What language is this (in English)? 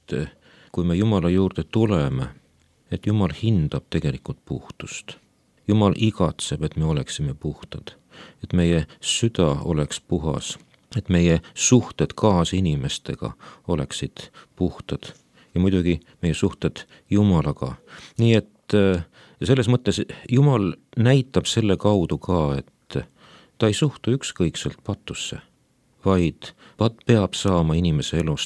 Estonian